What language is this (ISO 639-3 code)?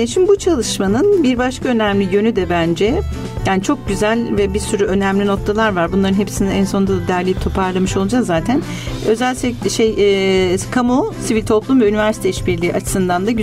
tur